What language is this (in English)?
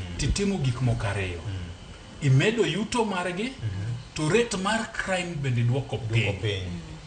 Luo (Kenya and Tanzania)